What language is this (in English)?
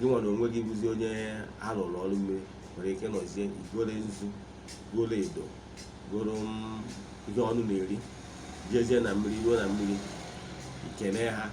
Igbo